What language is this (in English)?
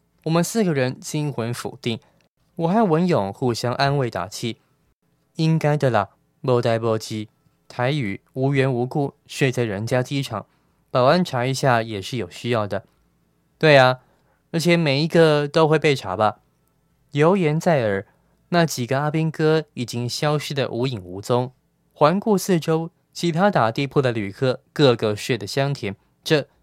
Chinese